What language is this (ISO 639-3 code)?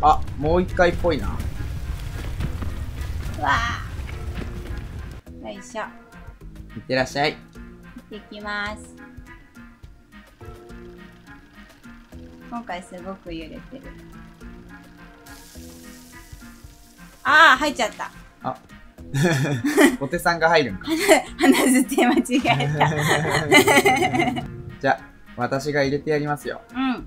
jpn